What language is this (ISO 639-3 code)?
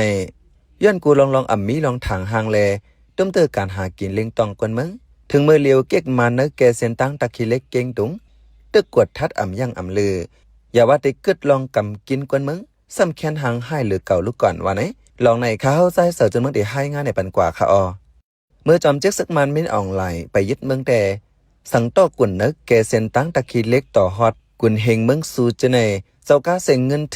shn